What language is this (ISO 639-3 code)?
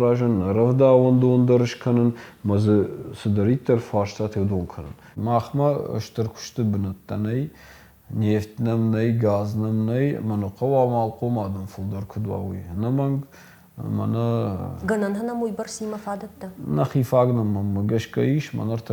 oss